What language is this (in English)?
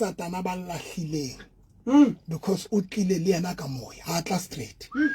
Southern Sotho